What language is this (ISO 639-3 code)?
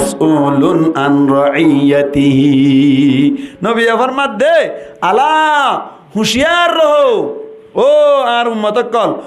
rhg